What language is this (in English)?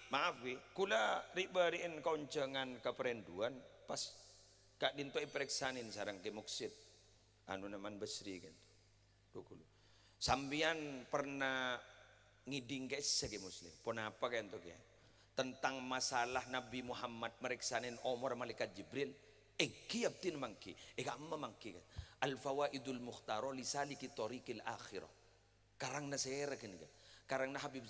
Madurese